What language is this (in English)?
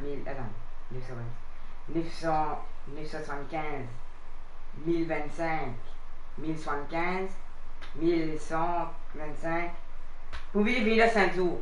Morisyen